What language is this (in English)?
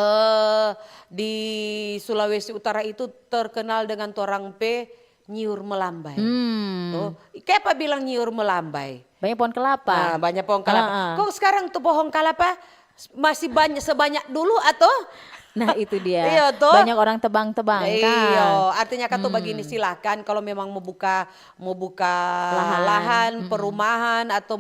Manado Malay